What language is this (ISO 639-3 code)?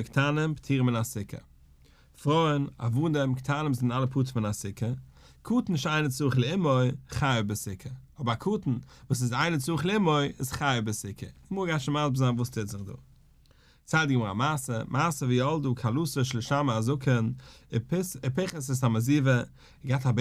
yid